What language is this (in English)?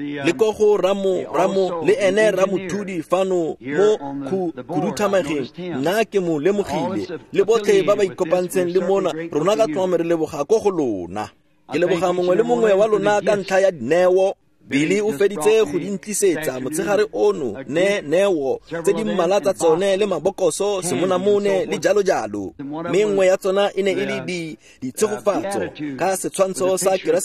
Tswana